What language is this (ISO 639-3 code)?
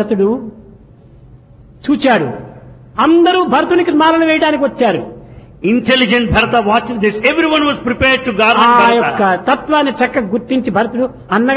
tel